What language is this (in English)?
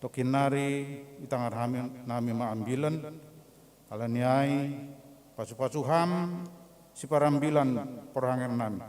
Batak Simalungun